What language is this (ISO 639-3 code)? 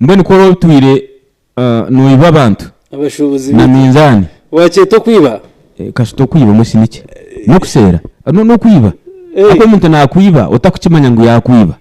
nyn